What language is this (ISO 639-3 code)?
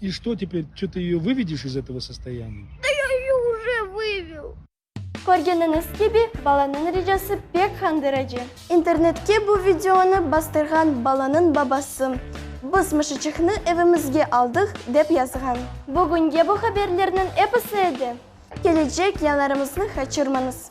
crh